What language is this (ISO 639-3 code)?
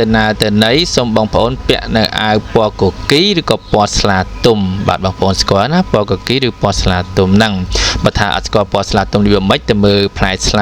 khm